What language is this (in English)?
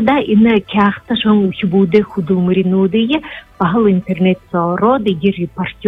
Buriat